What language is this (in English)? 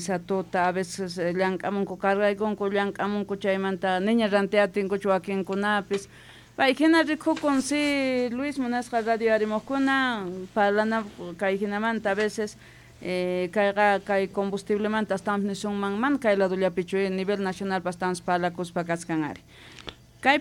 South Bolivian Quechua